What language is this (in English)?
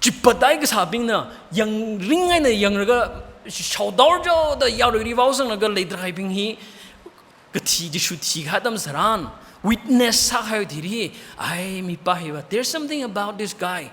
Tangkhul Naga (India)